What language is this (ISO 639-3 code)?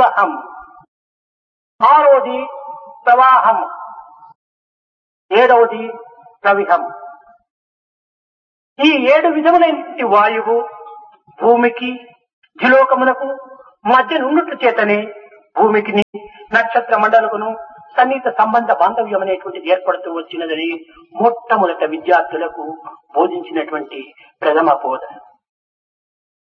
tel